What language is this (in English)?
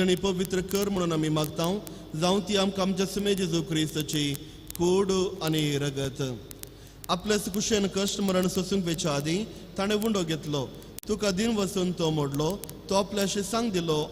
Konkani